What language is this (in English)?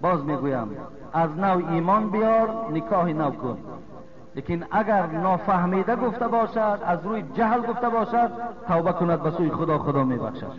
Tajik